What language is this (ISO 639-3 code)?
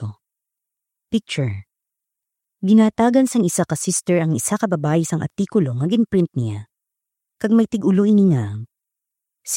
hil